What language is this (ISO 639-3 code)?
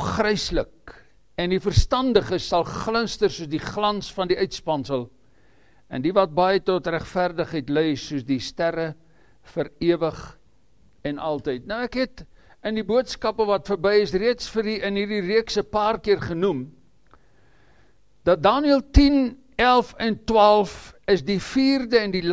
afr